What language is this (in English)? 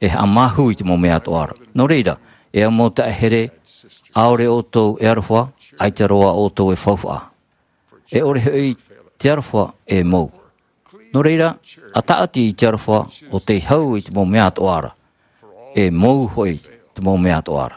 Tahitian